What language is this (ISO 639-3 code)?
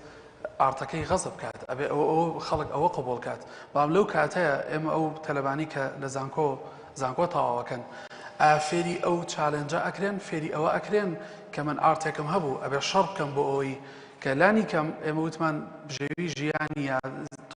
ckb